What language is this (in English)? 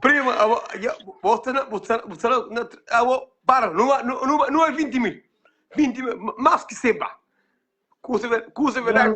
Kabuverdianu